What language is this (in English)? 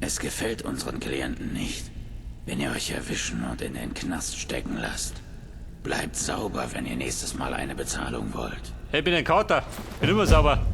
Bavarian